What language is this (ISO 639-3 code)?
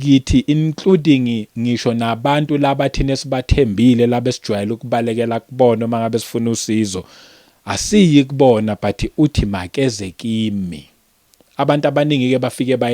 zul